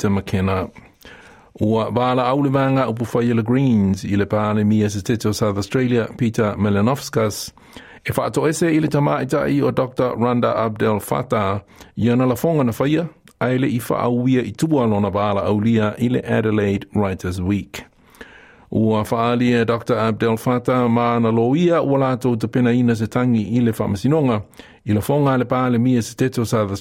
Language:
Samoan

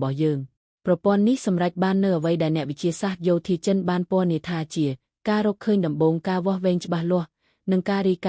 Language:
Khmer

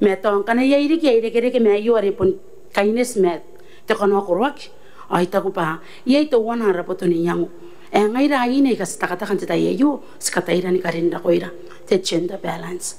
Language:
Gilbertese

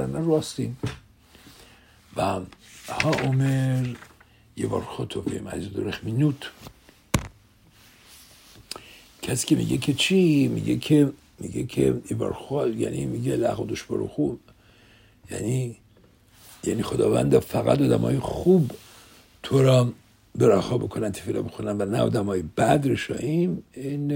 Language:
Persian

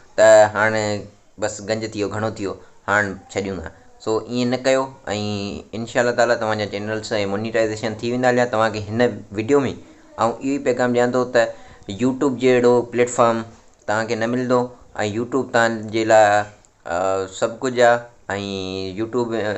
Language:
Sindhi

